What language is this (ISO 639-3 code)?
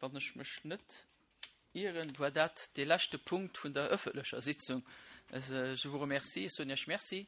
ltz